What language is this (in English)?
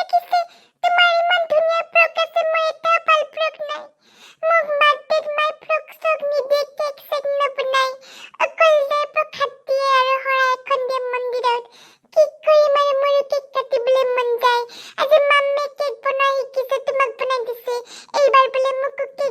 Assamese